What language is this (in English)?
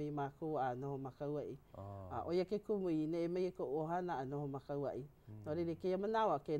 Hawaiian